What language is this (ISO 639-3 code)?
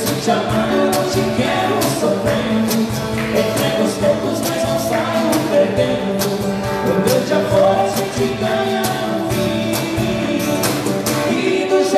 por